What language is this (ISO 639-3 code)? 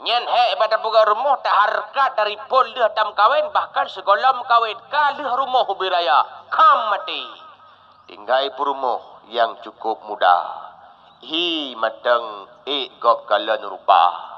ace